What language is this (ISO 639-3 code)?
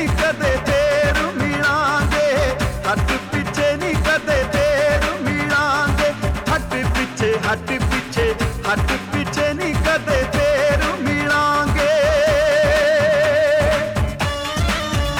pan